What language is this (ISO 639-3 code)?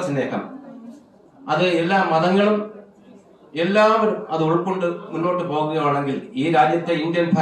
mal